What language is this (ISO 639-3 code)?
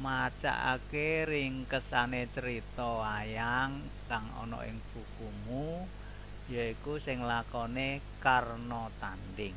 jav